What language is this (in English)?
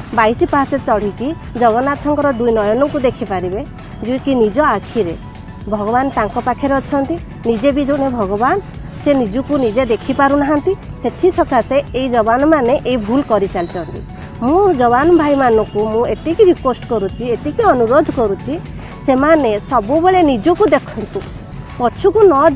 Odia